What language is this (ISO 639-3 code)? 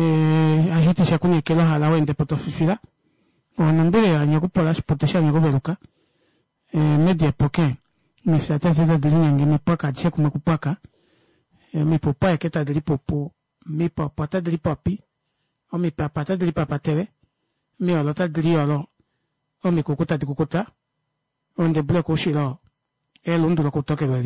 kua